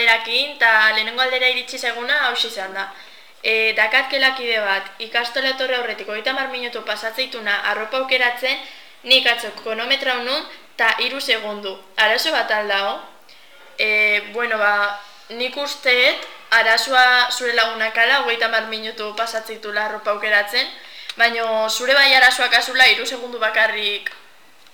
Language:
Basque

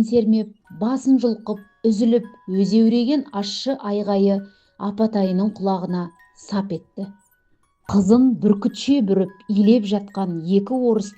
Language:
Kazakh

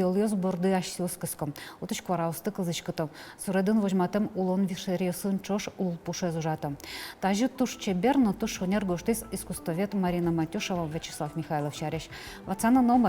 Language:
Udmurt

